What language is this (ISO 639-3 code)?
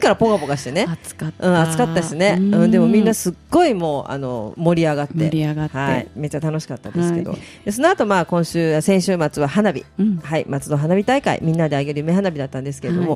jpn